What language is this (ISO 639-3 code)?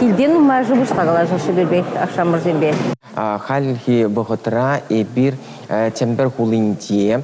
chv